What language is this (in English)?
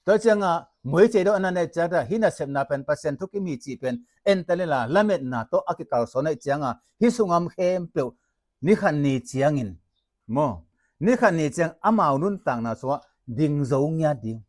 Tedim Chin